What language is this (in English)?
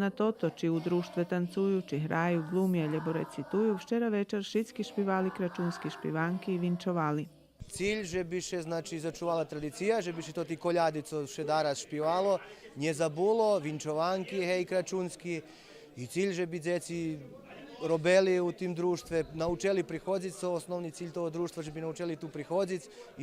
Rusyn